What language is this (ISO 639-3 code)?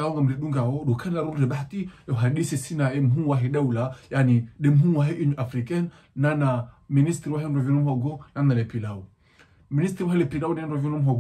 zdj